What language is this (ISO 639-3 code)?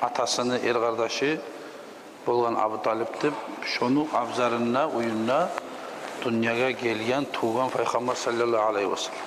kum